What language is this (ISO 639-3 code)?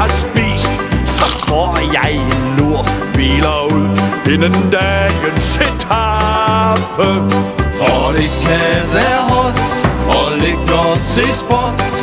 dan